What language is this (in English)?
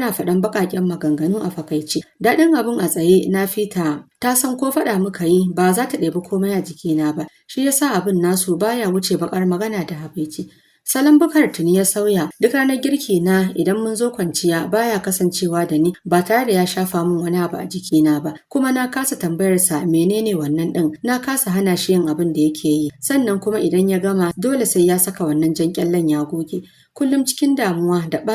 Hausa